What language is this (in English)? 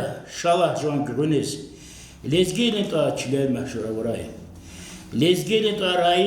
Lezghian